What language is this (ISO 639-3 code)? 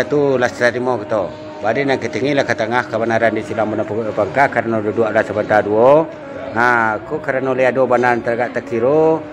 min